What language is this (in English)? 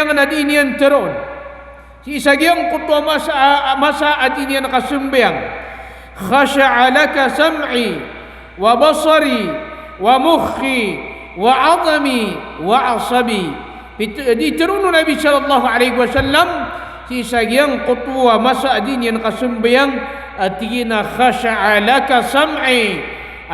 Maranao